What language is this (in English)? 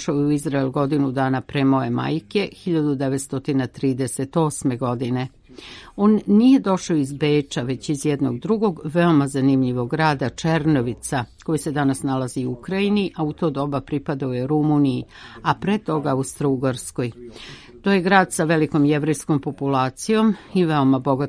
Serbian